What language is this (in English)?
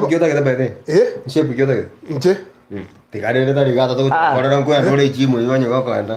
Gusii